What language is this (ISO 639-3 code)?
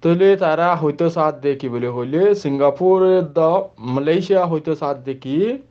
rhg